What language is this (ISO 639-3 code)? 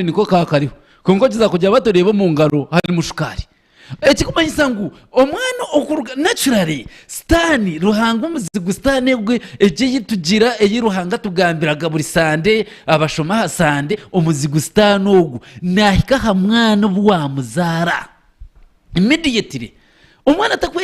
nyn